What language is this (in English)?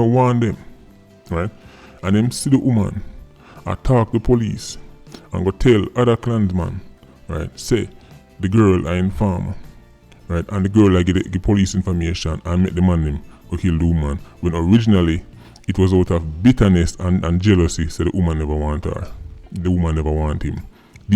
Jamaican Creole English